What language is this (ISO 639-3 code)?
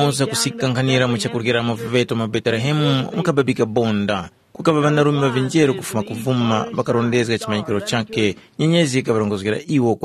tum